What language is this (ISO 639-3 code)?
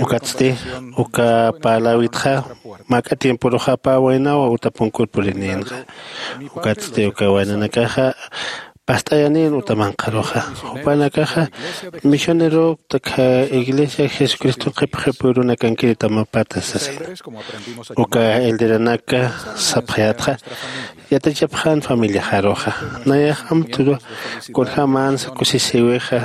aym